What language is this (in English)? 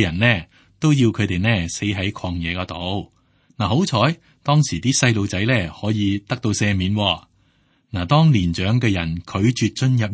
Cantonese